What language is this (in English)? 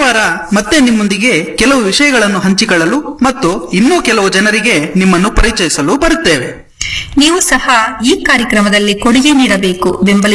Kannada